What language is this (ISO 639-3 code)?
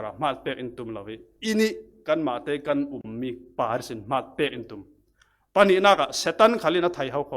cfm